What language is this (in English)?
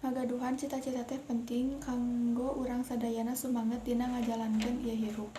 Sundanese